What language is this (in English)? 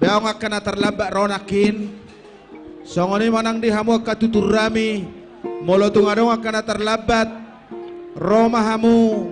Batak Toba